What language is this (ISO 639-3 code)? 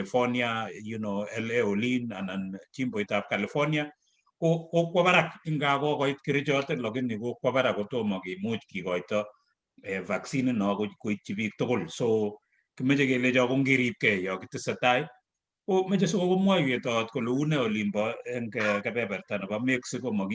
kln